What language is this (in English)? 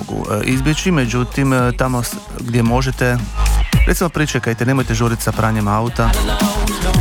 Croatian